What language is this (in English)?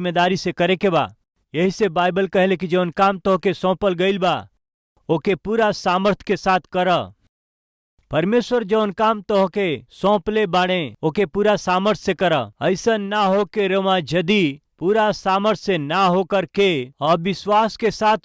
Bhojpuri